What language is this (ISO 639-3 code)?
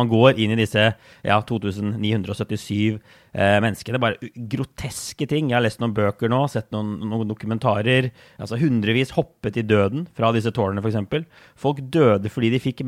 nor